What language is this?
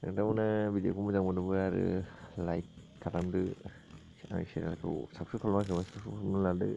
Bodo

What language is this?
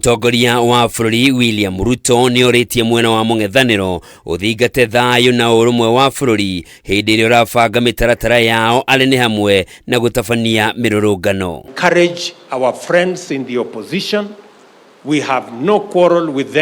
Kikuyu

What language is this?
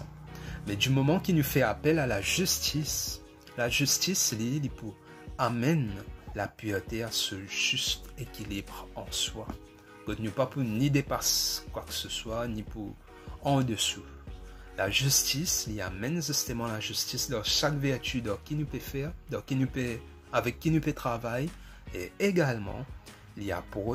Morisyen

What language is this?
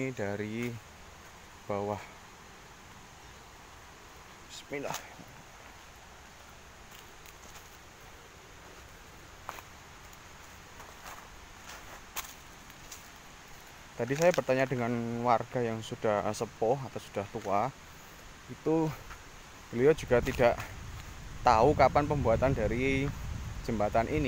Indonesian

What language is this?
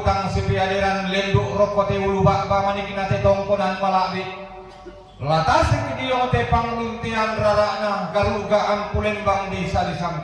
Toraja-Sa'dan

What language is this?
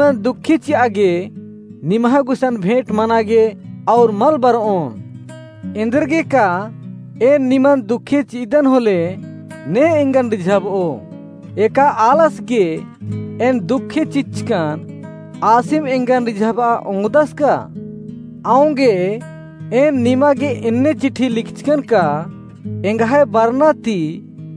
Kurukh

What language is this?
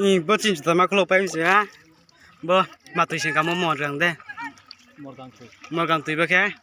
Riang (India)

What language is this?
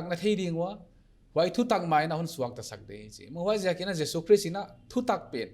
Paite Chin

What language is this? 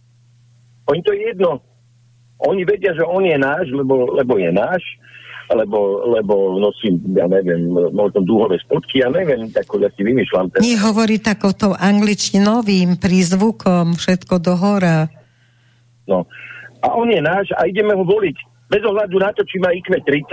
Slovak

